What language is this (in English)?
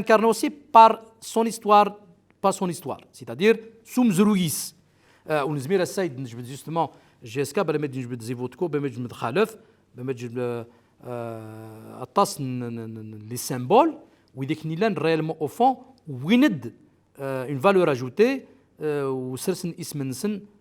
Kabyle